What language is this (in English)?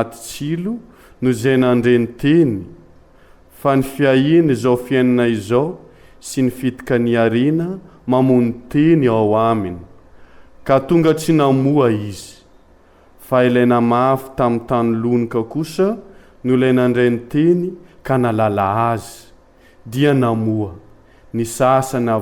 Malagasy